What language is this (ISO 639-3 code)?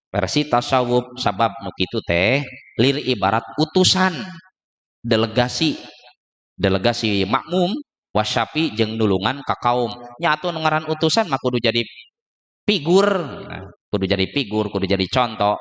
sun